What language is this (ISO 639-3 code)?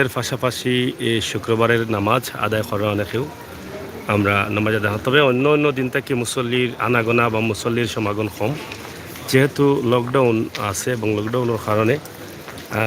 syl